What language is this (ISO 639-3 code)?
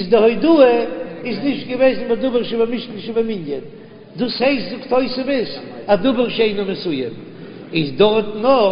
yid